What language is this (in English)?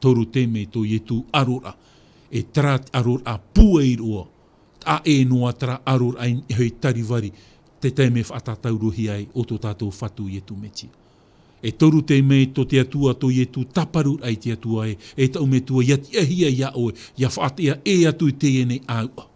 Tahitian